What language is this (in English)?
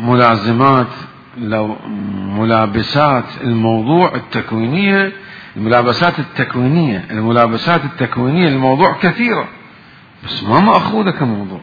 Mesopotamian Arabic